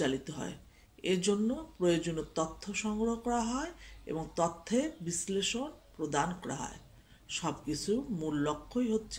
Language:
Bangla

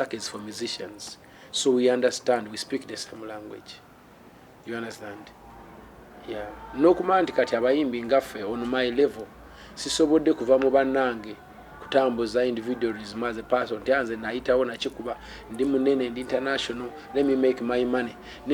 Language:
Ganda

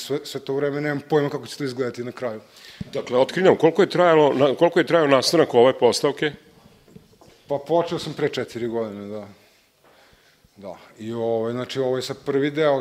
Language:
Serbian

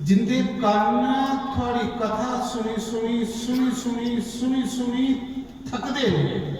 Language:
Dogri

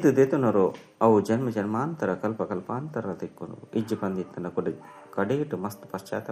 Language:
Tulu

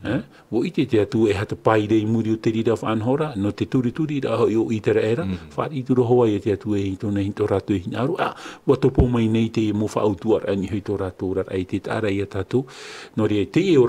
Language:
Tahitian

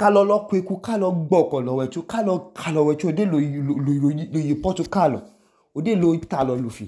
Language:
Idoma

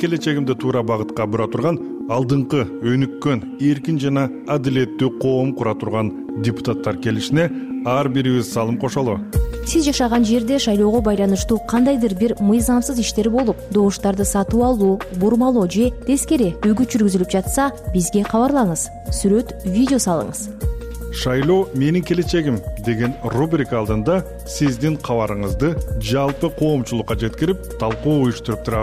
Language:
Kyrgyz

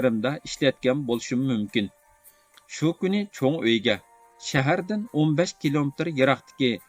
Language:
Uyghur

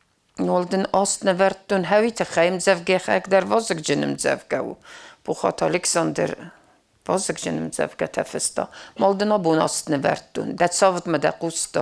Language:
Ossetic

